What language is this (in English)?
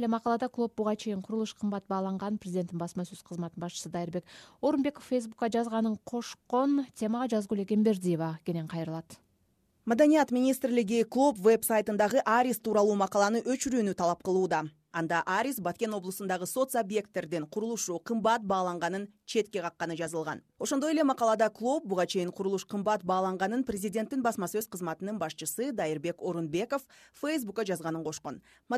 Kyrgyz